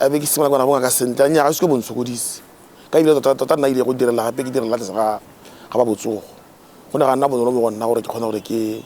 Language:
Tswana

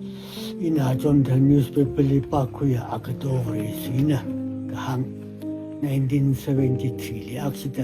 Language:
Tangkhul Naga (India)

